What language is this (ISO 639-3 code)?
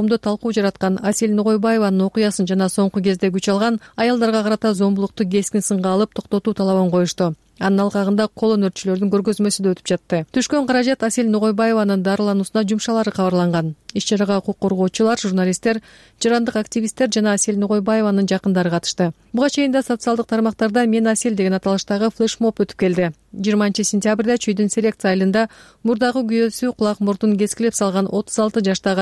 kir